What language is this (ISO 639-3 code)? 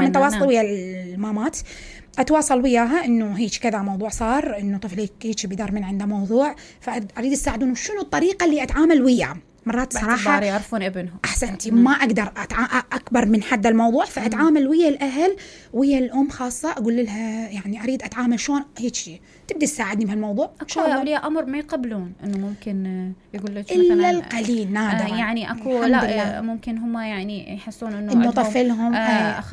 acm